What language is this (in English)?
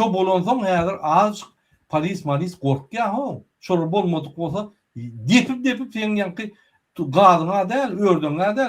Turkmen